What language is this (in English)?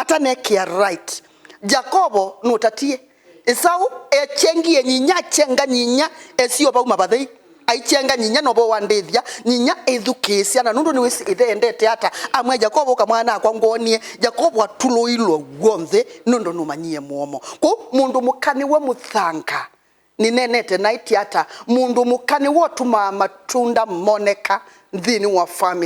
Kamba